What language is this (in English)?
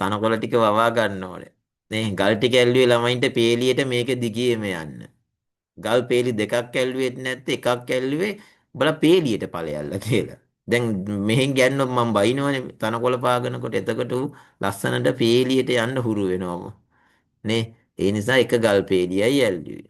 Sinhala